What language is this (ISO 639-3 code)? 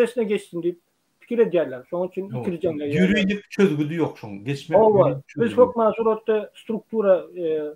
tuk